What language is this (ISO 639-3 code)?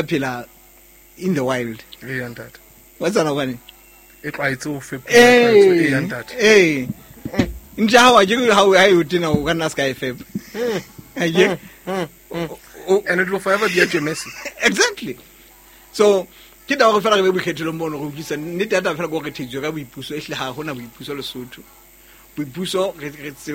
sot